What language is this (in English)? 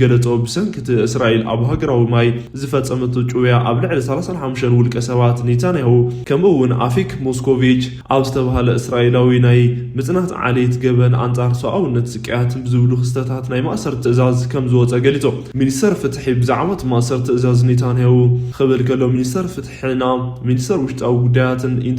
Tigrinya